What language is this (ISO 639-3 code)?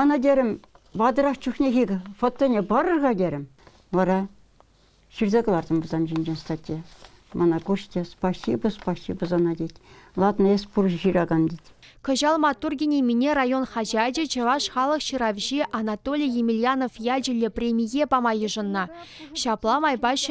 chv